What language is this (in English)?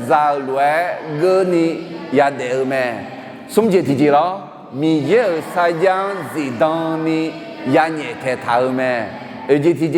Akha